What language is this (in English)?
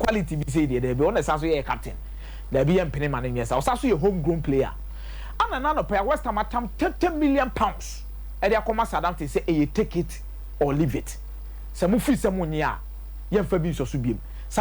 Akan